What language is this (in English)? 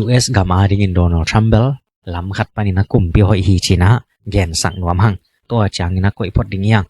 Tedim Chin